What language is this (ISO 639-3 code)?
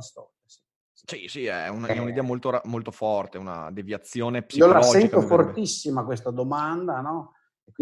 ita